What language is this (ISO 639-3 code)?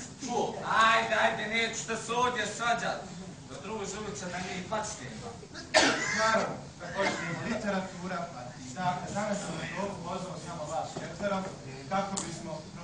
bos